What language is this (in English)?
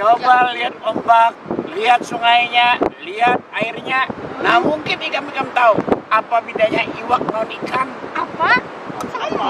Banjar